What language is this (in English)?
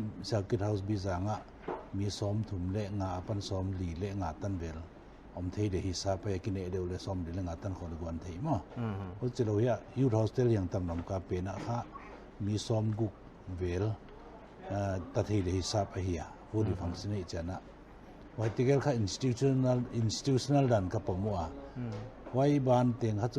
Paite Chin